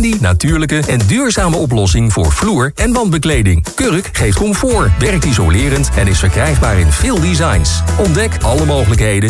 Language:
Dutch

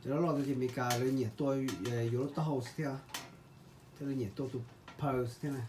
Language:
Hmong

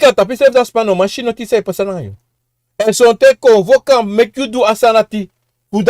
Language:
Sranan Tongo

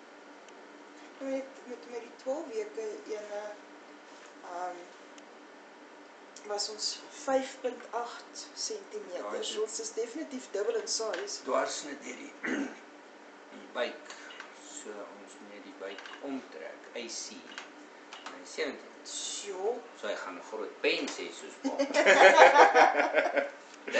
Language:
Afrikaans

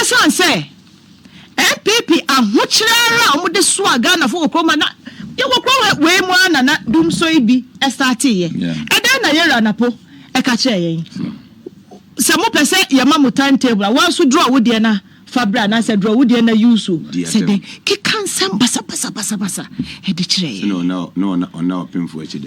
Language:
Akan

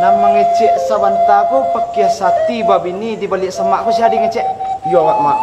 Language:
Minangkabau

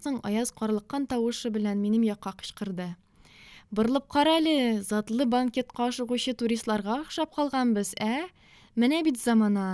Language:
Tatar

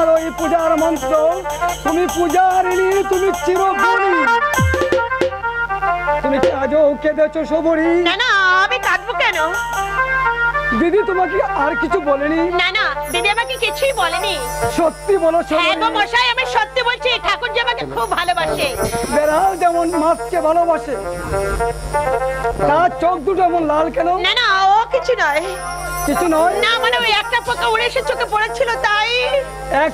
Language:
Bangla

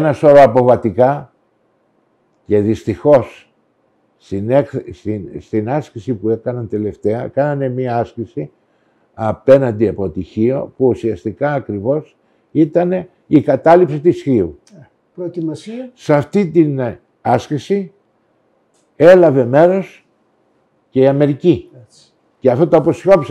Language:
Greek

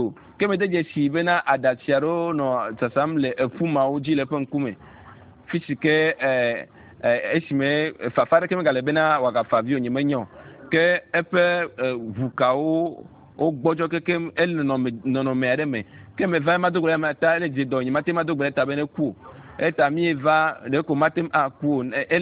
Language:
Ewe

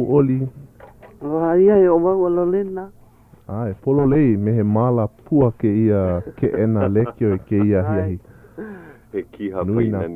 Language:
Hawaiian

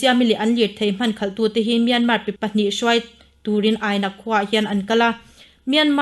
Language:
Mizo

